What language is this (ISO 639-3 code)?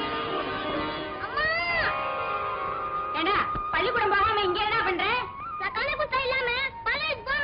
tam